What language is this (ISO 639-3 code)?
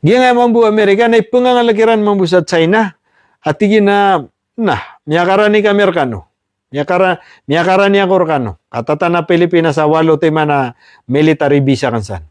mrw